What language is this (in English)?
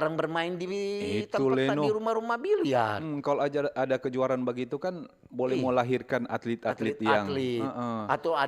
Manado Malay